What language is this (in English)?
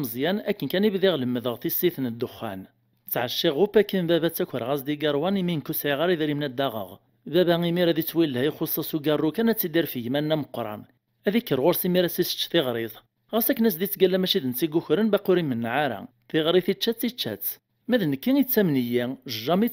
Kabyle